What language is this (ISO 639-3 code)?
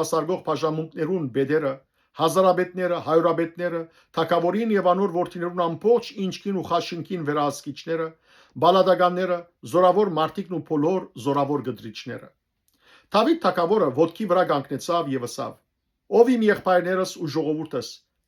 hyw